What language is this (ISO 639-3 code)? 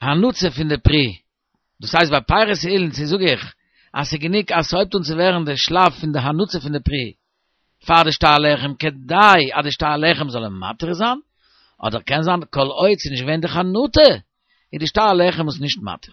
yid